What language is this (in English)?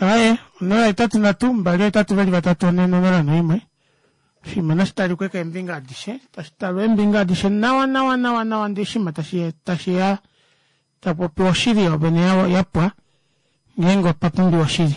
Kuanyama